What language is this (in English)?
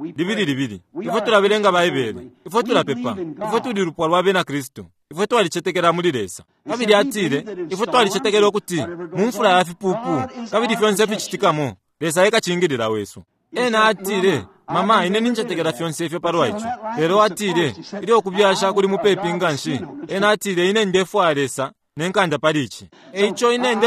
Bemba